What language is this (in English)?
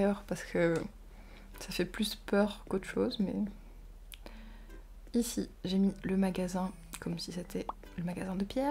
French